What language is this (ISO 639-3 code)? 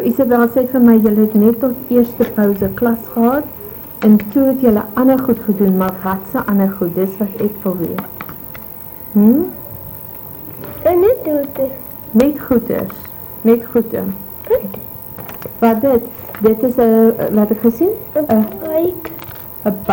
afr